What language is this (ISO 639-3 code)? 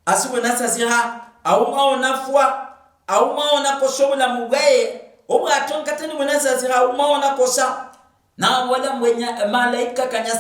luy